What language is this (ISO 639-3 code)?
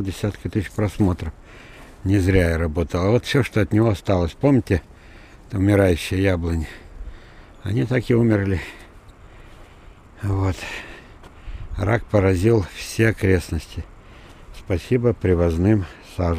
rus